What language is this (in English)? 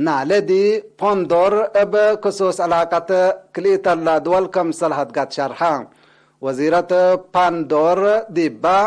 Tigre